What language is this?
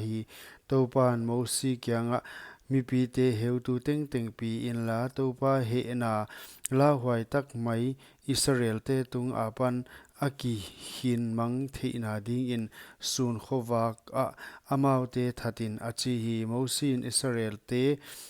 Paite Chin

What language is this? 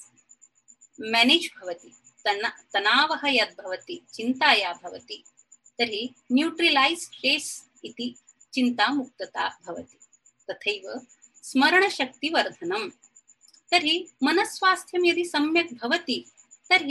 Sanskrit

